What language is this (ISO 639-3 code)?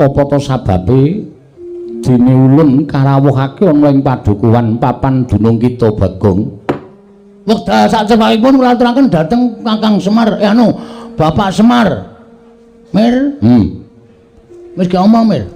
jav